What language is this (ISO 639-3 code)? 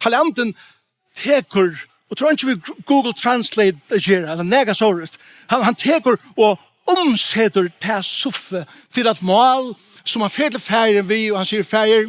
fao